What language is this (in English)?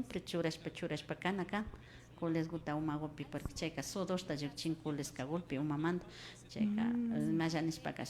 Imbabura Highland Quichua